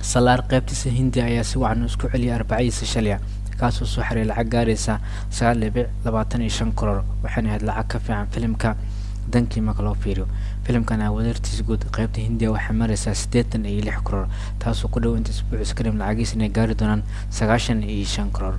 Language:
Somali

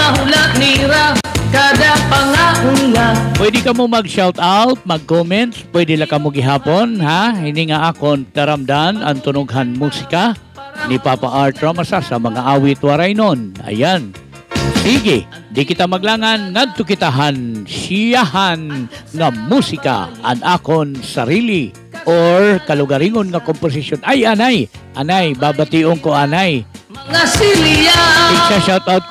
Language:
Waray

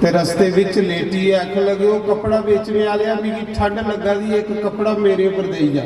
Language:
Dogri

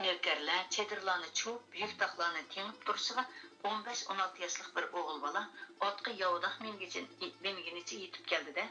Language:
Uyghur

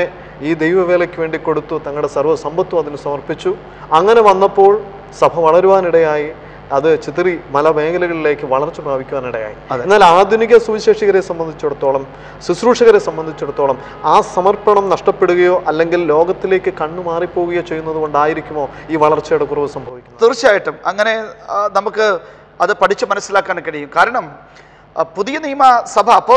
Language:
Malayalam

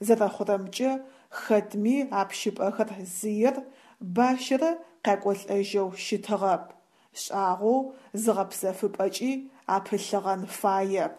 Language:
Adyghe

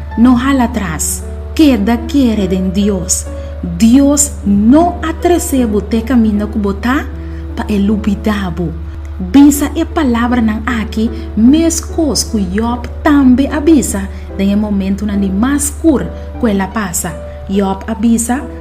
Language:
Papiamento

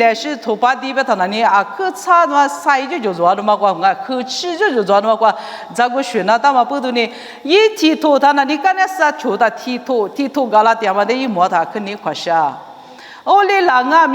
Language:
Lisu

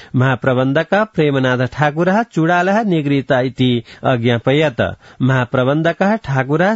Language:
Sanskrit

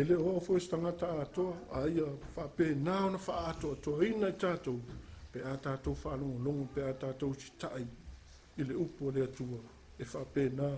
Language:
Samoan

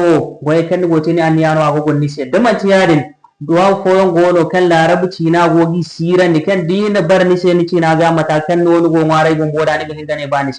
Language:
Zarma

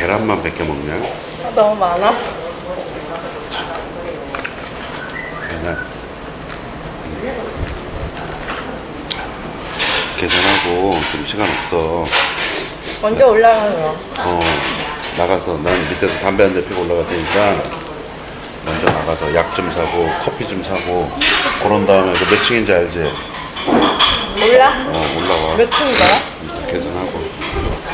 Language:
Korean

